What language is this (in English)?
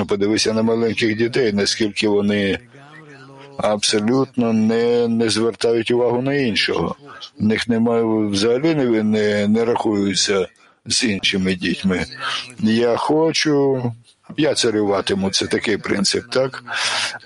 Ukrainian